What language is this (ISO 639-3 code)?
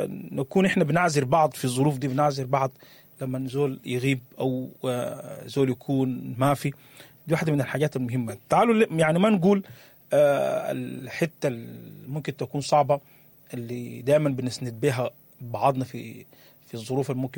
apd